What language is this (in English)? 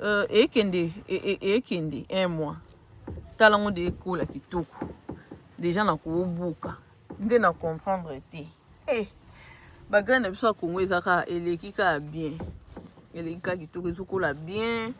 Lingala